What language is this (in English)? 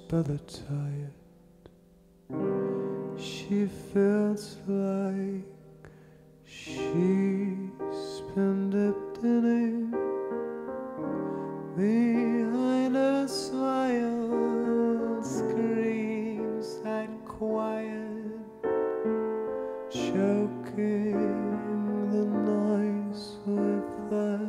English